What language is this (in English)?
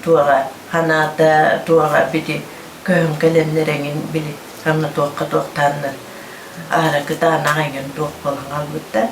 Yakut